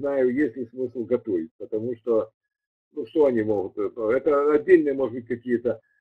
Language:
Russian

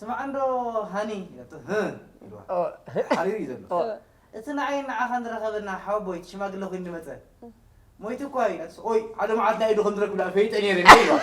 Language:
Tigrinya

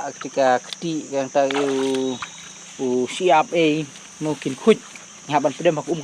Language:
Khasi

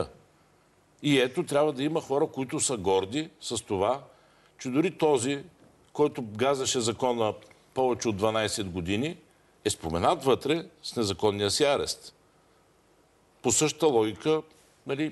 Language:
Bulgarian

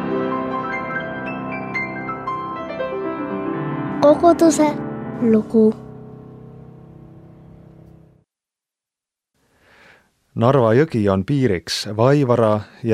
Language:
Estonian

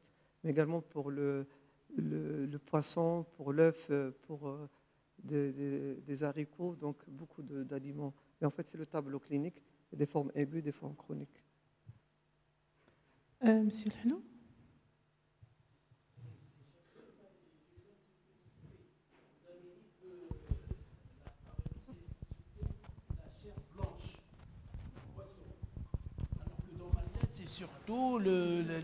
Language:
French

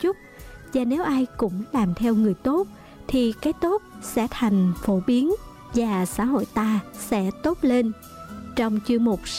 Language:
Vietnamese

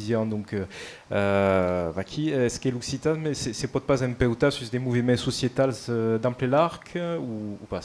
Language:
Occitan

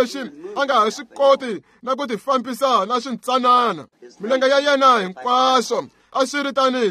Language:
Tsonga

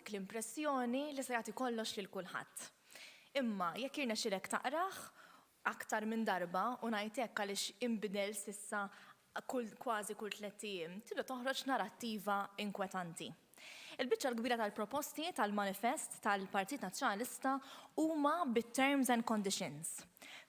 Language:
Maltese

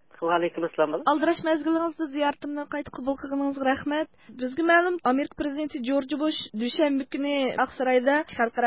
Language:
Uyghur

